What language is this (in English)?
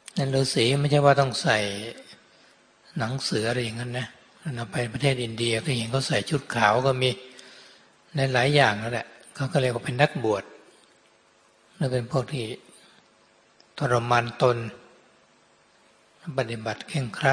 Thai